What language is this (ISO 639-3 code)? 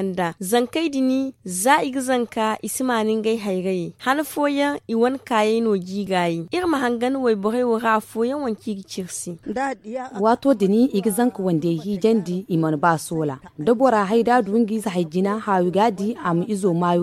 dje